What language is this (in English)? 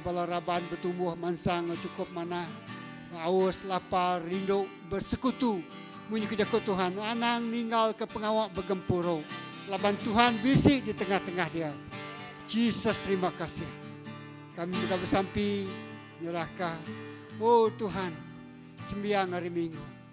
Iban